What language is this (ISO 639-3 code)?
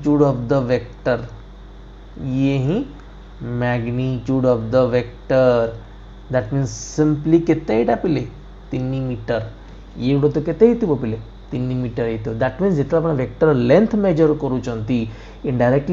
ori